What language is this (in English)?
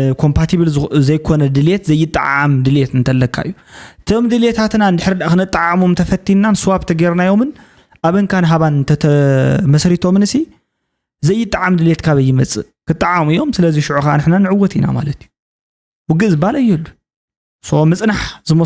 Tigrinya